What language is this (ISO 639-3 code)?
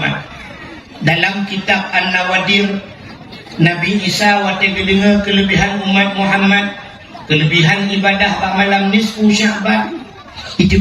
ace